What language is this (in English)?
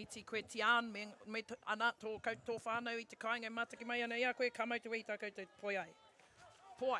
Māori